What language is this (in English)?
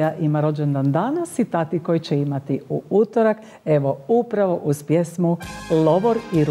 Croatian